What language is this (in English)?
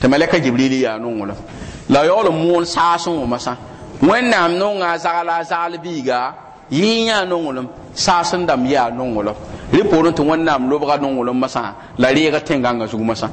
Mossi